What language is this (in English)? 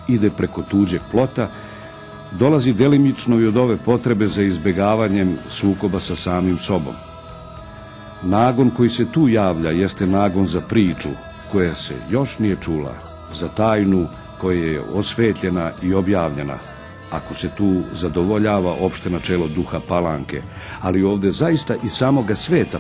Serbian